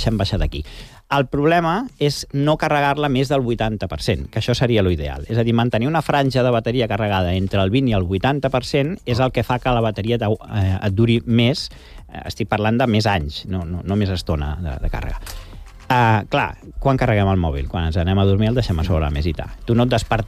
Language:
Catalan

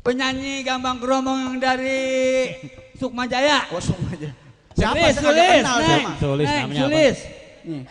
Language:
Betawi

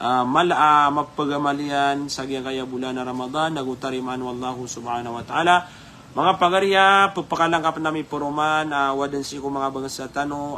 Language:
Maranao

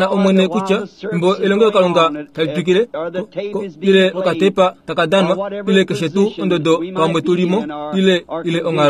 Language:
Kuanyama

